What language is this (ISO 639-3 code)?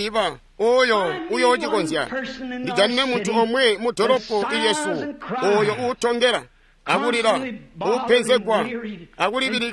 toi